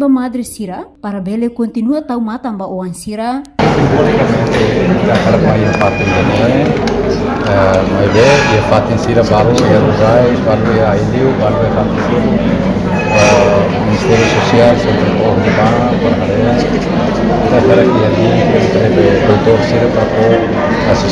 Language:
Tetum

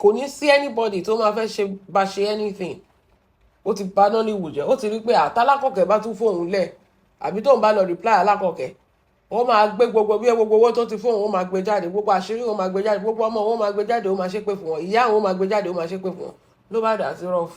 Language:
Yoruba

